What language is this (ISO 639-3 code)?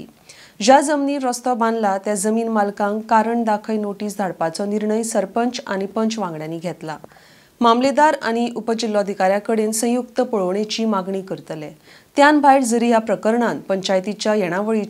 kok